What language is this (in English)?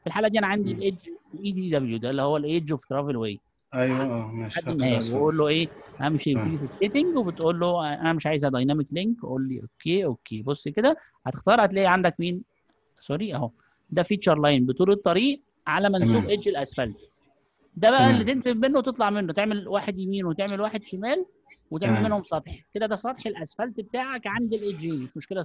Egyptian Arabic